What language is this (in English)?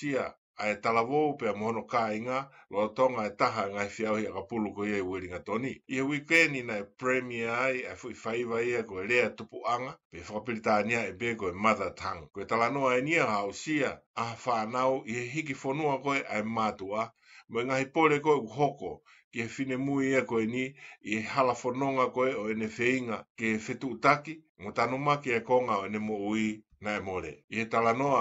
Tongan